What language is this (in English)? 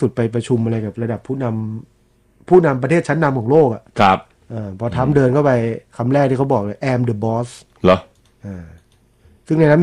Thai